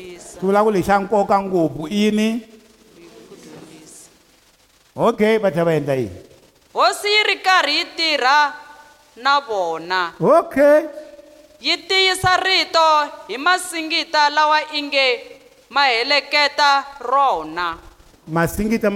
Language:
Tsonga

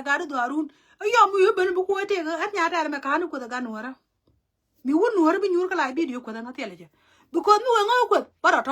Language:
Nuer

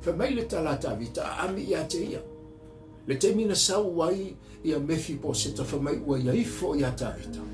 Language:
Samoan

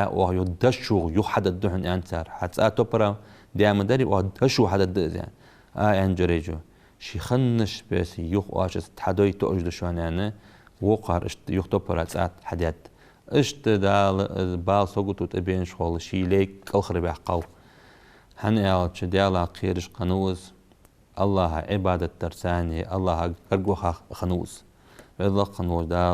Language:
Ingush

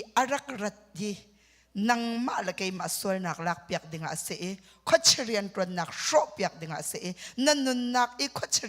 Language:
Hakha Chin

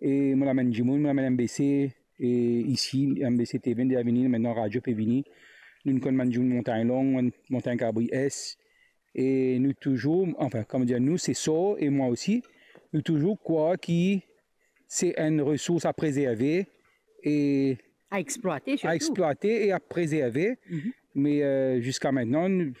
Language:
Morisyen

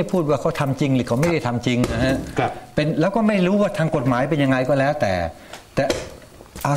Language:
Thai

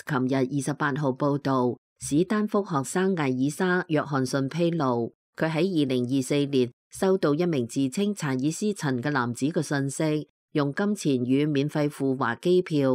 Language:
Cantonese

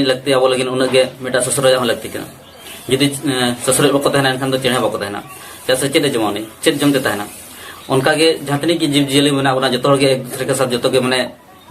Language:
Santali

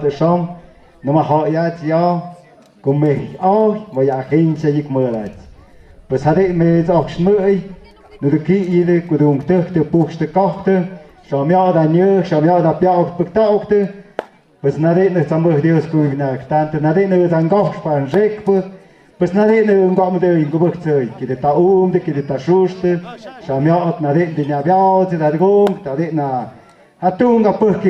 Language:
Tlahuitoltepec Mixe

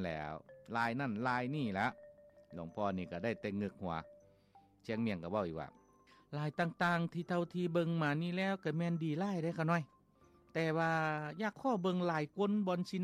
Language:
Lao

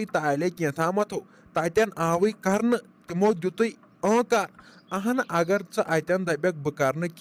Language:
Kashmiri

